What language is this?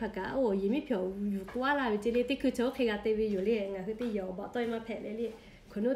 Lahu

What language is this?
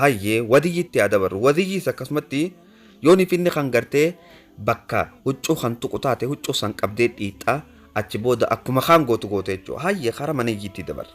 Oromo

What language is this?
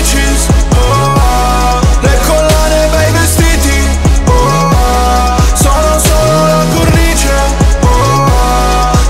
Italian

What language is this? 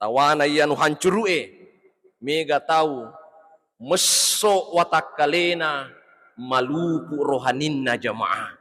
Buginese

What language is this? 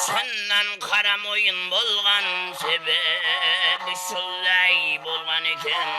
Kara-Kalpak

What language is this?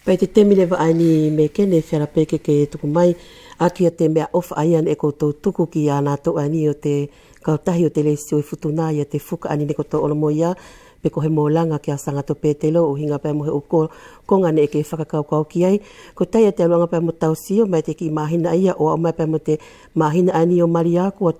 Wallisian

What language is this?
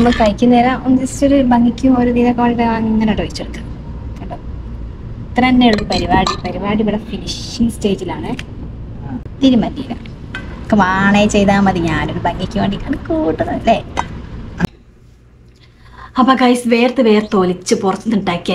Malayalam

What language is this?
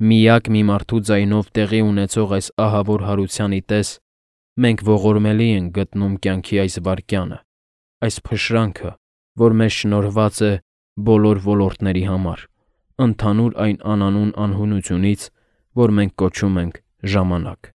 Armenian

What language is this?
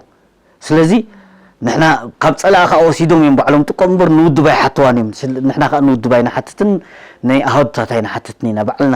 Tigrinya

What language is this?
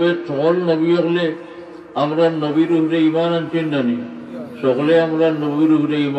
Sylheti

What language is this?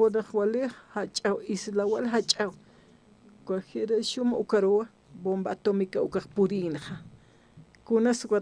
Aymara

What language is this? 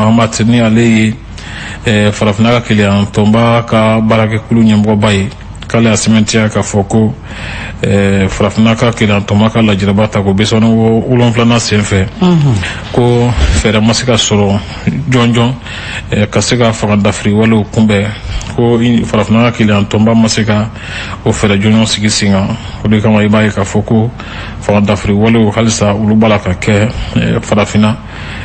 Bambara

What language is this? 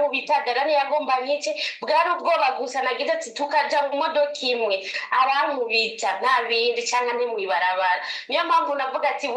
Rundi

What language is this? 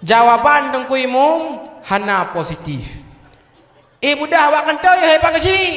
Achinese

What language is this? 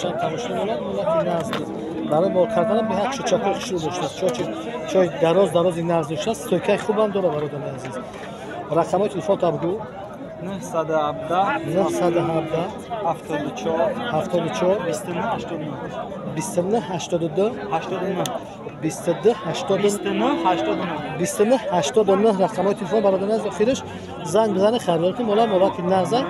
Tajik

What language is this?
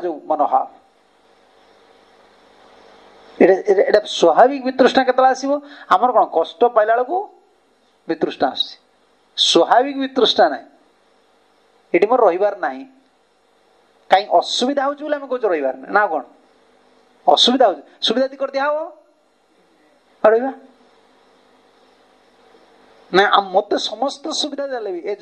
Odia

